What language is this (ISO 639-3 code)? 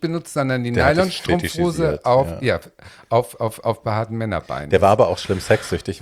deu